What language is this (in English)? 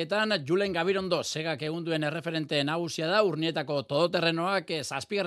Basque